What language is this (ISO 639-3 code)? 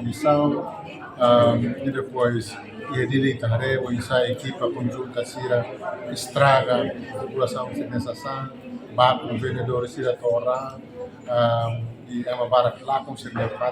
tet